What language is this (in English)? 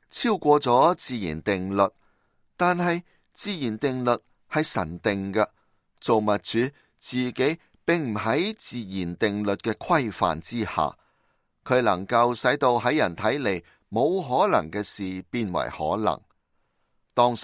Cantonese